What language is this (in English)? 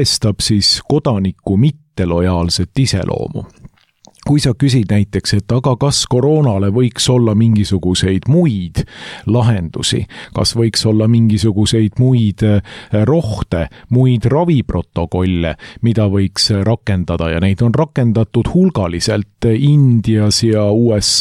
Estonian